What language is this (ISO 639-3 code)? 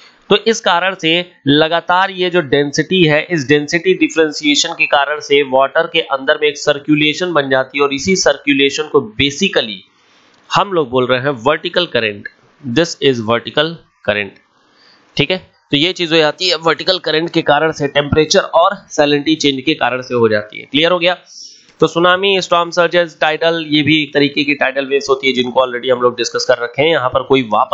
hin